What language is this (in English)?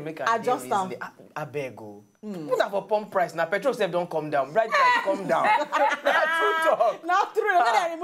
Nigerian Pidgin